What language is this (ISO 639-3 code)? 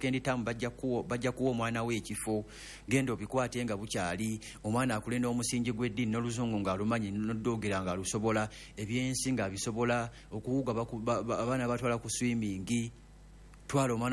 lug